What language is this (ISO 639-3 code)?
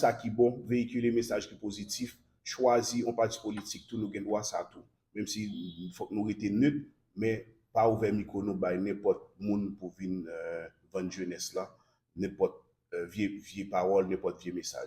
hat